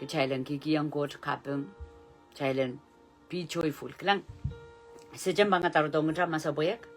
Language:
Pohnpeian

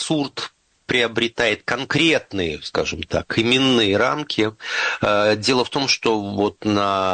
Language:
Russian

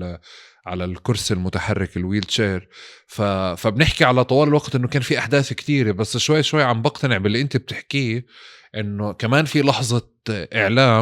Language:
North Levantine Arabic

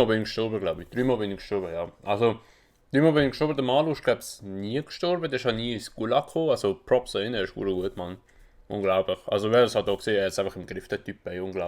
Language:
Swiss German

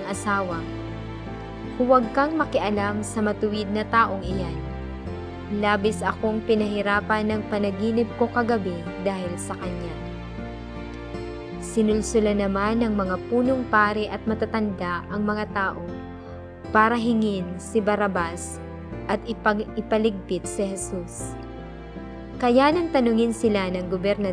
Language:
Filipino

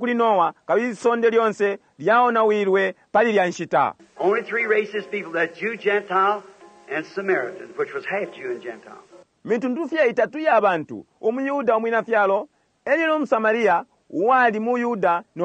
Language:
Bemba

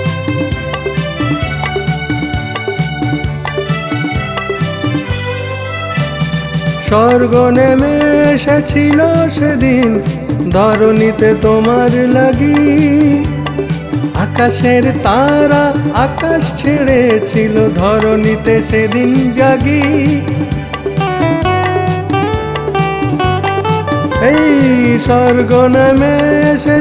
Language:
Bangla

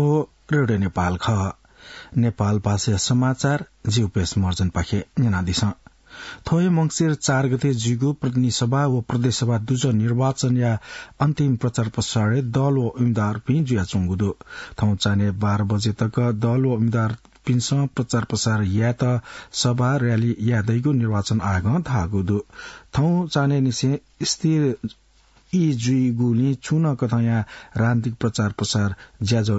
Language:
Newari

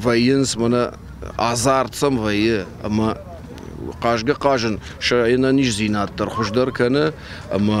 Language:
Ossetic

